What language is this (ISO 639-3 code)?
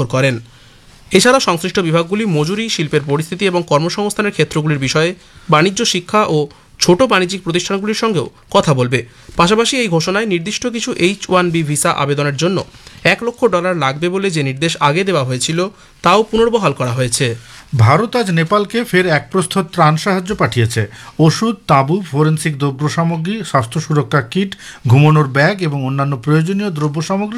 ben